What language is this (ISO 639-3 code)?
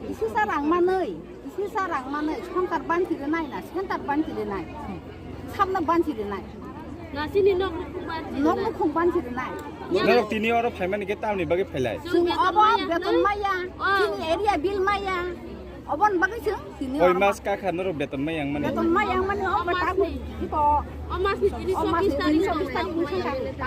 trp